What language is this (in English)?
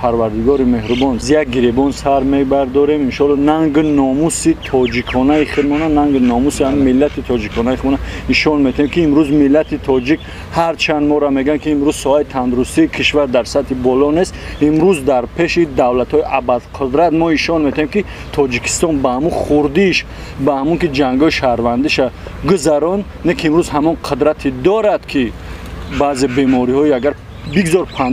Tajik